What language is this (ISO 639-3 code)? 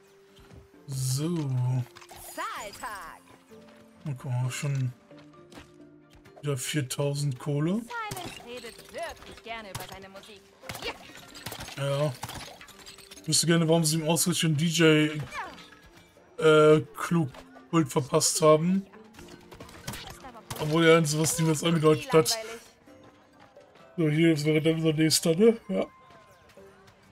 deu